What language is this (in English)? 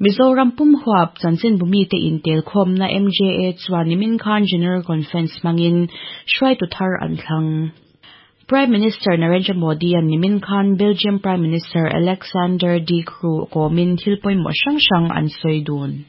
Mizo